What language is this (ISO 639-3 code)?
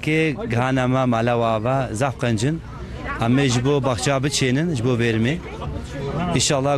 kur